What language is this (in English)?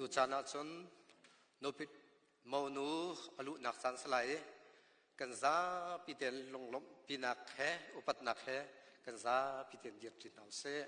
Hakha Chin